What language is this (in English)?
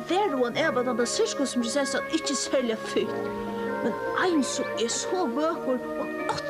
Faroese